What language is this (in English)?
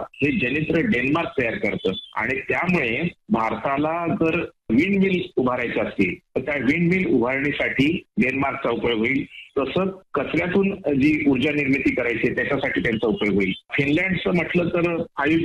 Marathi